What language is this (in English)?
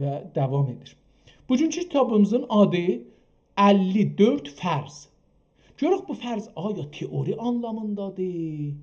South Azerbaijani